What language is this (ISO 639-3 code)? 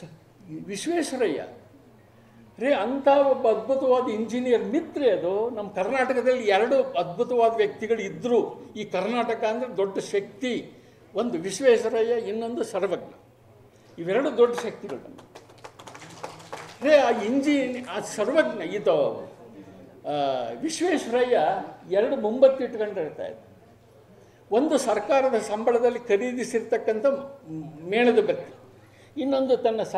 kan